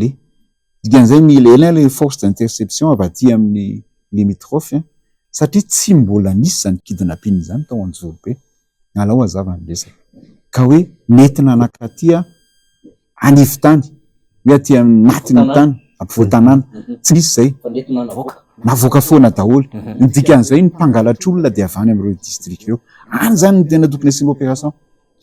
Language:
Malagasy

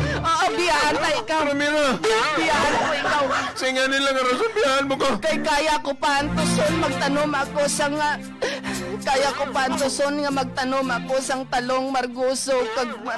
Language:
Hiligaynon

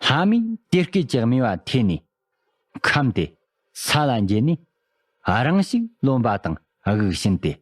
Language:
Tibetan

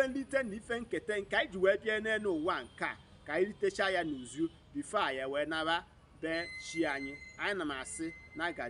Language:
Igbo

